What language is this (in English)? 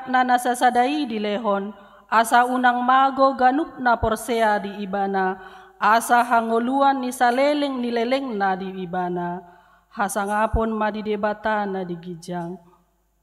Batak Toba